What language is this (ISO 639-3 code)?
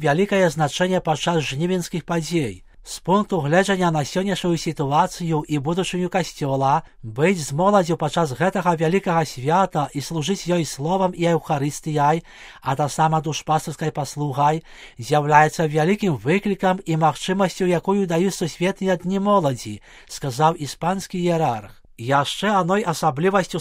bel